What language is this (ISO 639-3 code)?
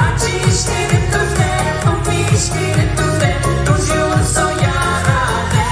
udm